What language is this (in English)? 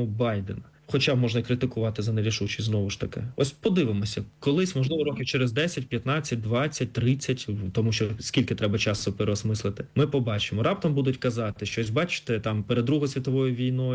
Ukrainian